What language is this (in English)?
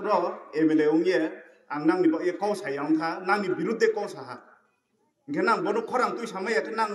Kok Borok